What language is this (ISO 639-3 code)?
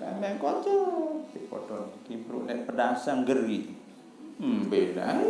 sas